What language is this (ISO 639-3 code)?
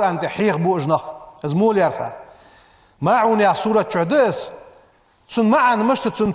inh